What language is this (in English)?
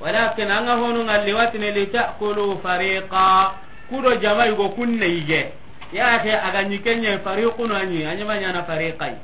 Soninke